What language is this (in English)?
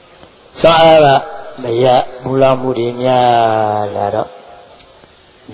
Burmese